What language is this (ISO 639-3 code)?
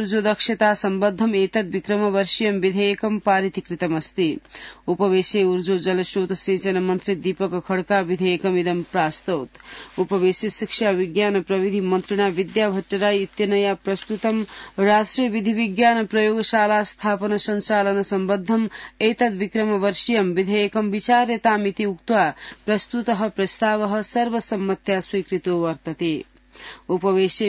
san